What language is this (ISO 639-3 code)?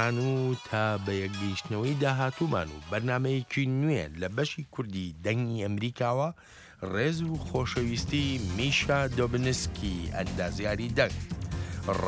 ckb